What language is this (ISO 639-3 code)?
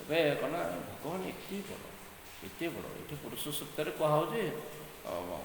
ori